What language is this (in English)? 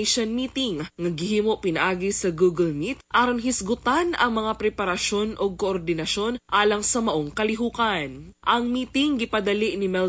Cebuano